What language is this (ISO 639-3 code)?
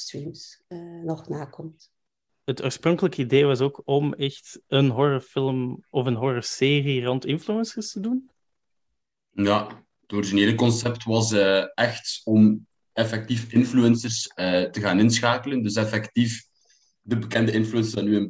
nld